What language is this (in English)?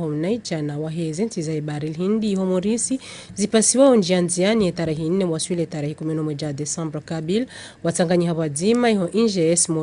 Ngazidja Comorian